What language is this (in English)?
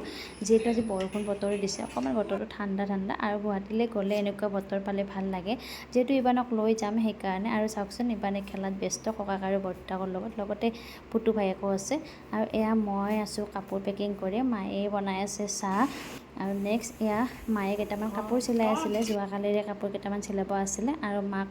Assamese